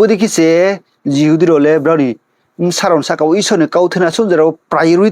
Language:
Riang (India)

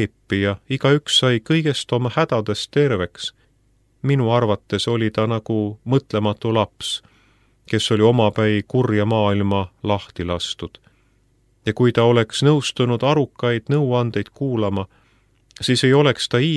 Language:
Estonian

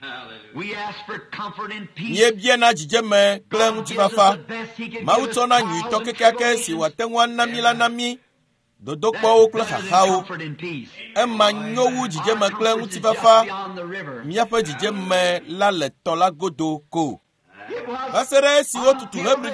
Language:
Ewe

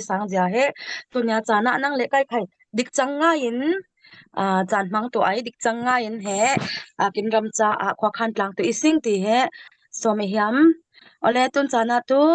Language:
Falam Chin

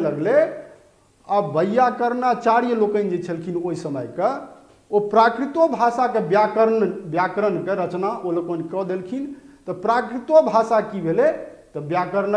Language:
Maithili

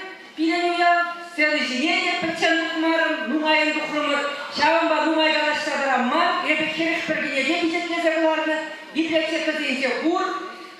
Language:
Chuvash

